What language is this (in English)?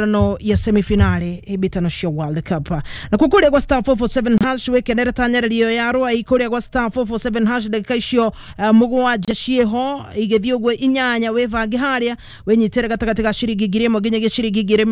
Kikuyu